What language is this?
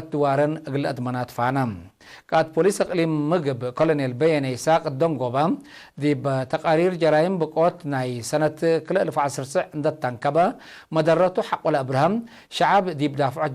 Tigre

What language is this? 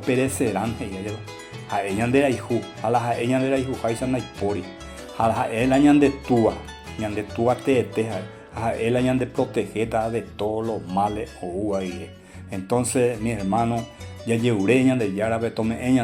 Guarani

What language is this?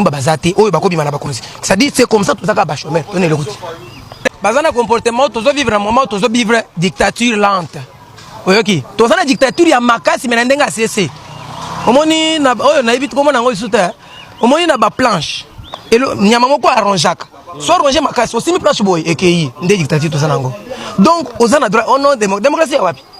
Lingala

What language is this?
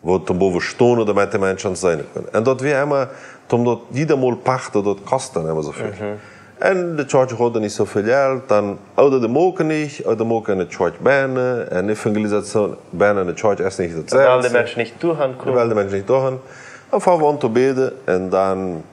Plautdietsch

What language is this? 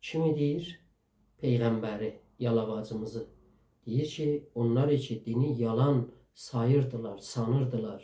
South Azerbaijani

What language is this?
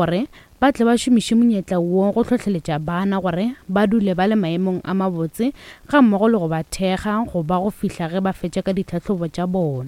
Northern Sotho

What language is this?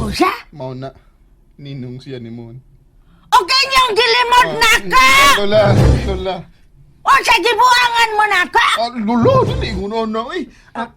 Cebuano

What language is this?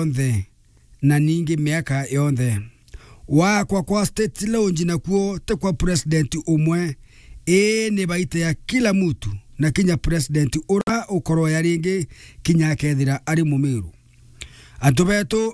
Meru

